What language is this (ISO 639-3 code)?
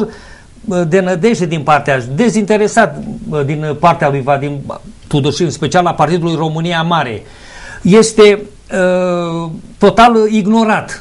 ron